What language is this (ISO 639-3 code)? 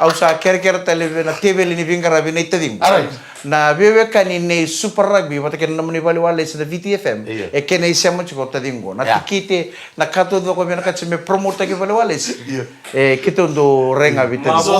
fij